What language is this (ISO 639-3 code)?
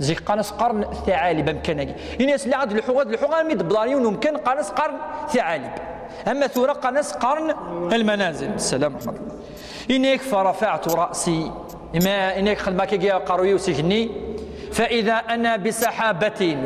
kab